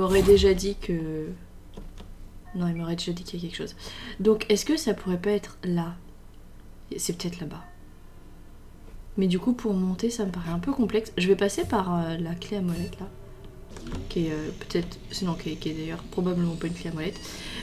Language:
French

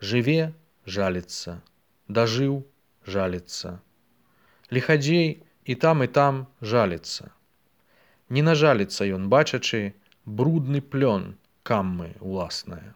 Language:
Belarusian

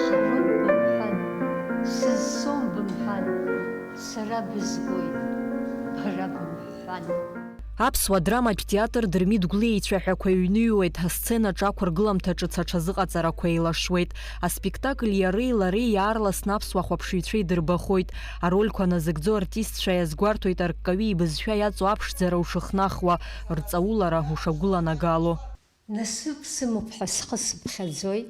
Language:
Abkhazian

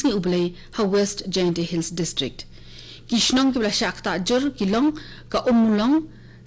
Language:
Khasi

